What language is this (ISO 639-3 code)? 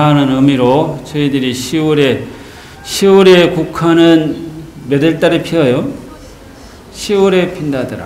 kor